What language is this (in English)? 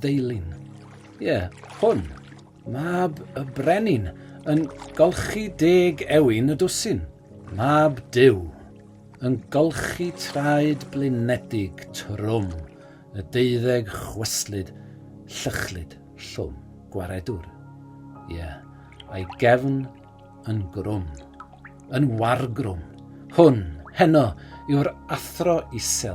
Welsh